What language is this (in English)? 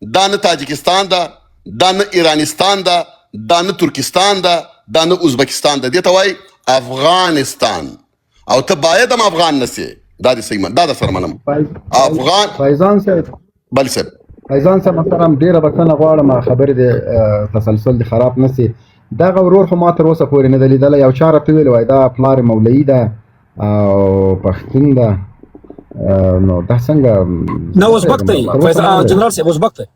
Pashto